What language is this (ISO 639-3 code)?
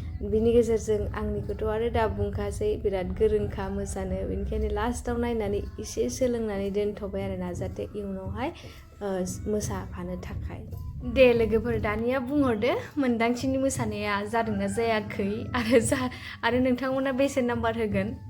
brx